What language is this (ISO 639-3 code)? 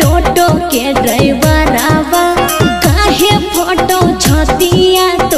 bho